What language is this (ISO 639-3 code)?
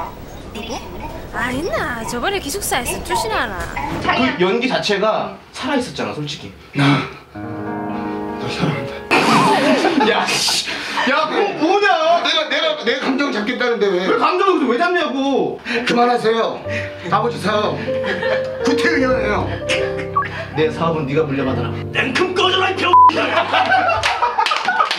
kor